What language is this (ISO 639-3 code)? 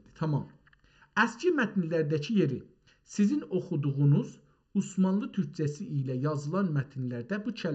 azb